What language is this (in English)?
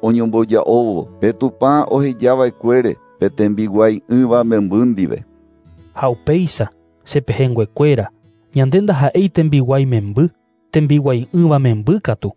Guarani